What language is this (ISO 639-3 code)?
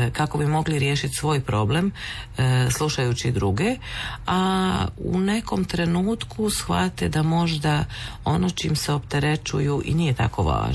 hrv